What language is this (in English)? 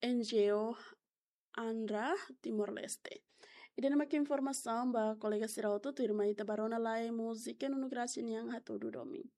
Tetum